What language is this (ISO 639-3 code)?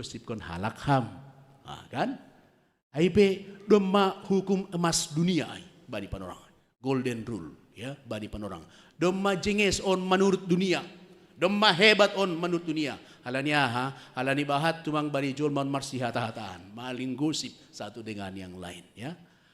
bts